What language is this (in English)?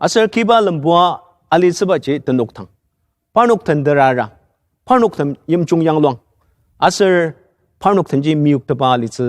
Ao Naga